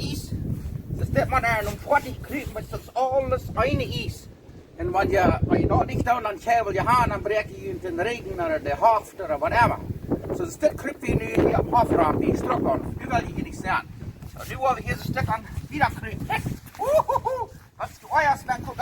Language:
Plautdietsch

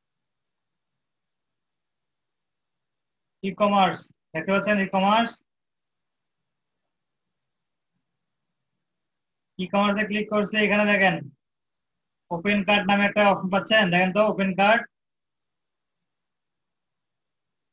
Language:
Bangla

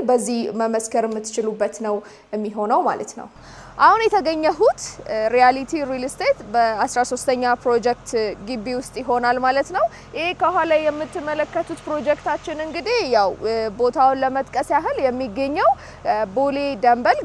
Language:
Amharic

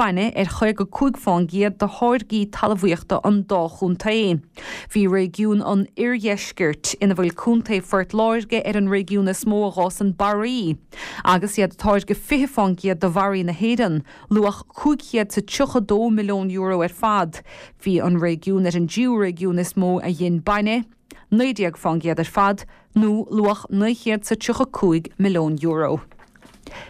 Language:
Irish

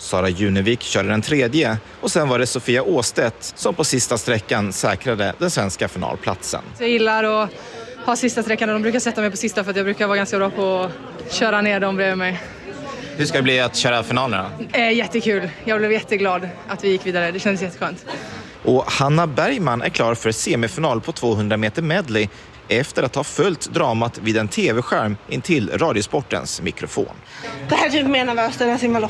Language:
Swedish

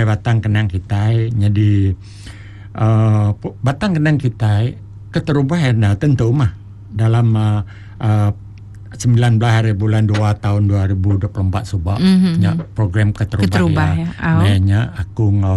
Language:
Iban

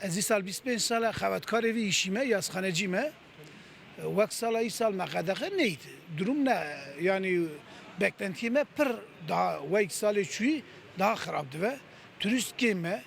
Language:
Kurdish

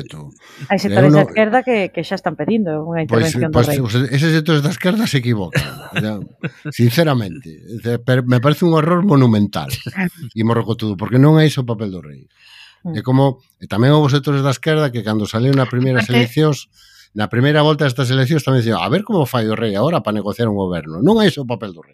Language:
Galician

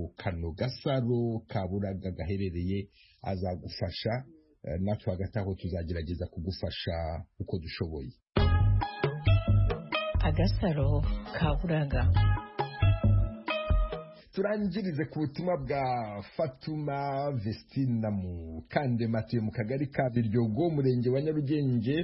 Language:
Kinyarwanda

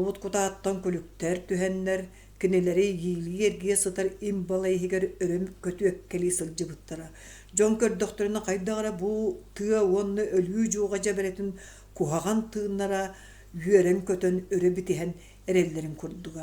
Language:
Yakut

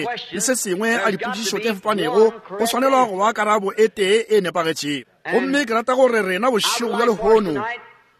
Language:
Northern Sotho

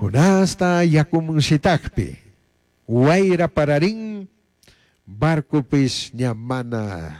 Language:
Chimborazo Highland Quichua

